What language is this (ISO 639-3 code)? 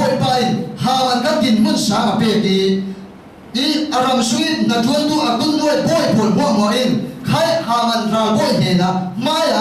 cfm